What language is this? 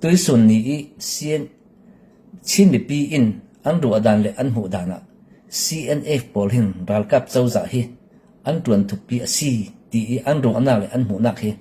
Falam Chin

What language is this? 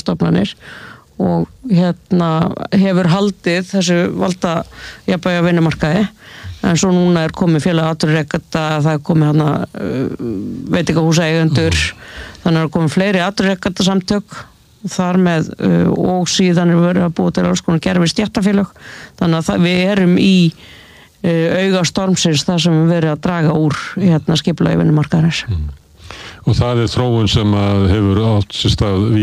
Icelandic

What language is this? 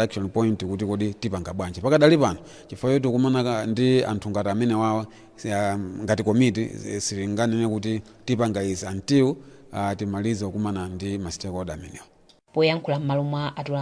Nyanja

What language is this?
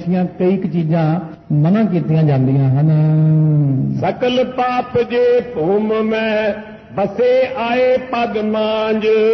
Punjabi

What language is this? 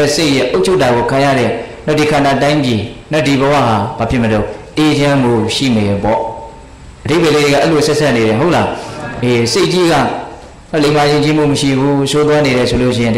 Burmese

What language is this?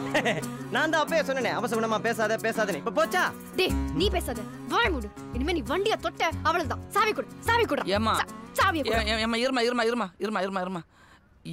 Tamil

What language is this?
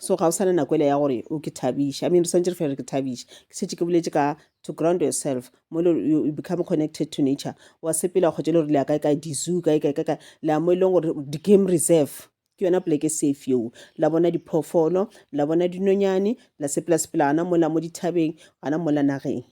Northern Sotho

